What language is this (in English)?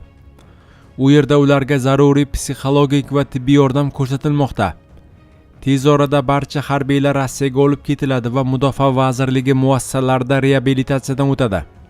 Uzbek